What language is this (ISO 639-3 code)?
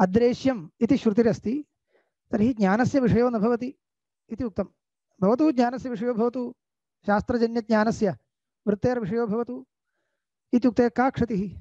san